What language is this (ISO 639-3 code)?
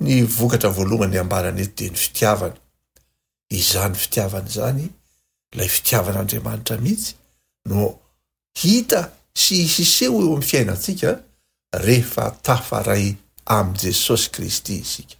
mlg